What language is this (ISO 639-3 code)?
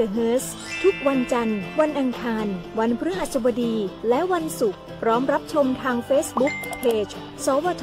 tha